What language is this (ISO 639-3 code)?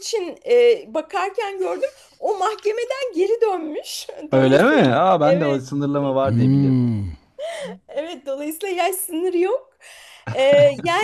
tur